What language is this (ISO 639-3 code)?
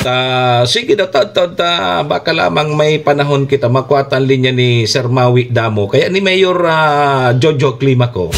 bik